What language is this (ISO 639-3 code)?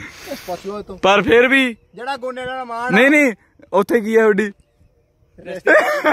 pan